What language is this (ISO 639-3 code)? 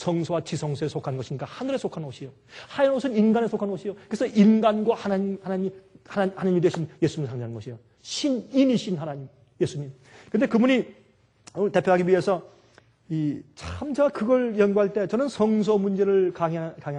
kor